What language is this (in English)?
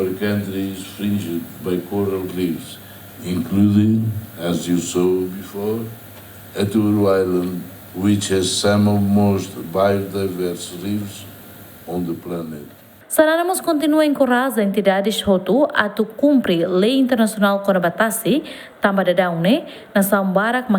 Tetum